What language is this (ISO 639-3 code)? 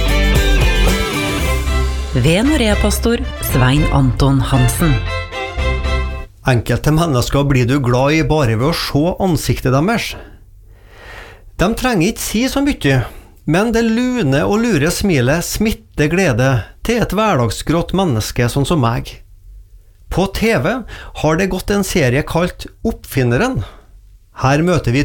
nor